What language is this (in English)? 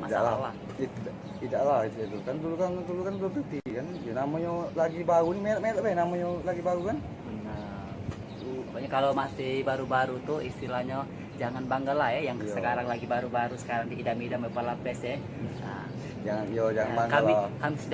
Musi